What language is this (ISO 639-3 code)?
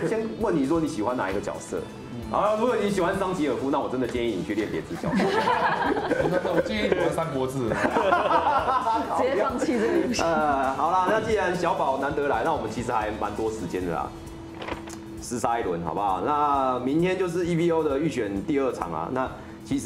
zho